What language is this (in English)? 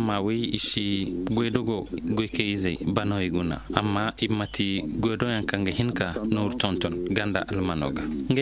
Koyraboro Senni